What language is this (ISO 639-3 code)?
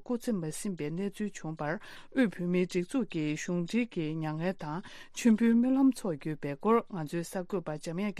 bod